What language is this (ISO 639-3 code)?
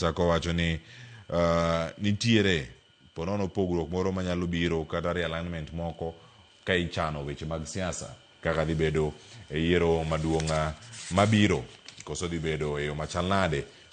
luo